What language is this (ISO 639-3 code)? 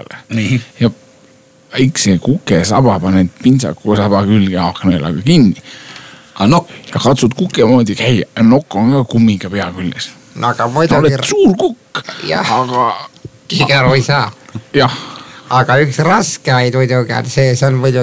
est